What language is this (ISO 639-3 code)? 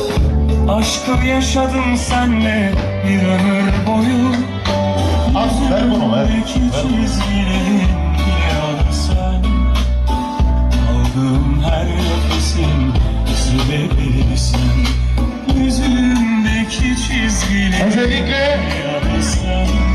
tur